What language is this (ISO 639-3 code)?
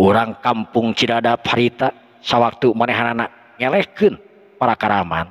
sun